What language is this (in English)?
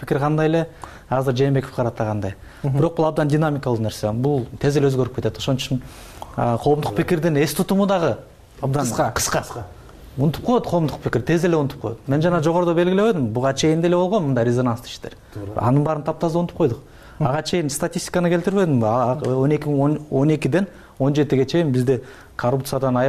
Kyrgyz